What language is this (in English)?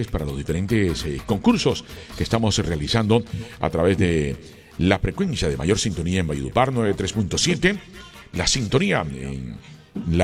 Spanish